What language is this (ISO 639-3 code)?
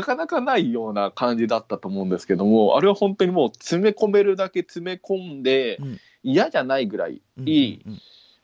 jpn